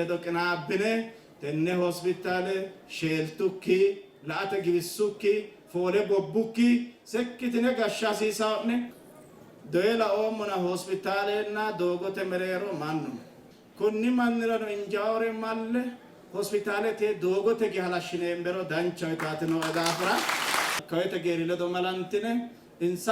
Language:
Sidamo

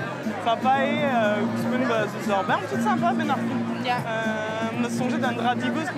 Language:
Breton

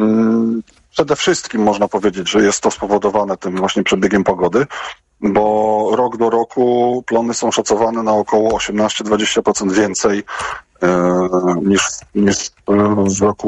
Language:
Polish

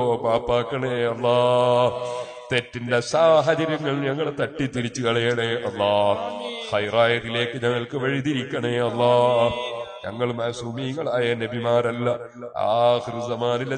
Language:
Malayalam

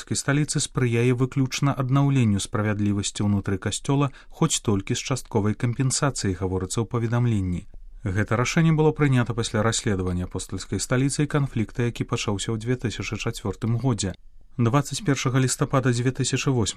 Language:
Belarusian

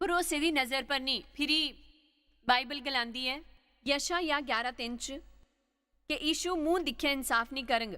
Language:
Dogri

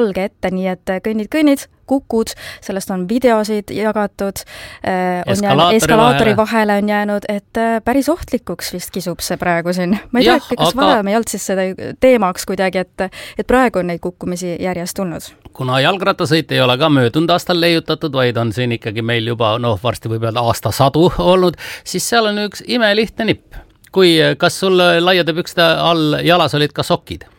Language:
Estonian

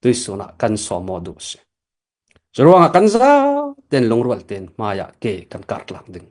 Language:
Falam Chin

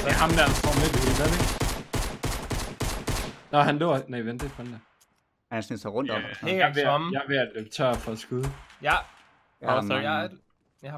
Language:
Danish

